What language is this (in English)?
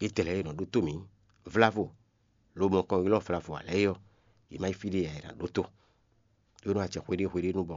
Fon